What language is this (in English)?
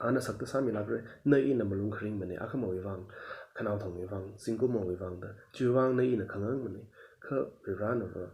Tangkhul Naga (India)